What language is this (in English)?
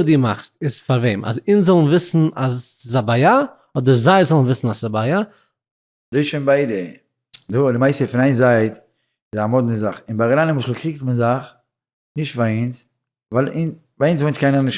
Yiddish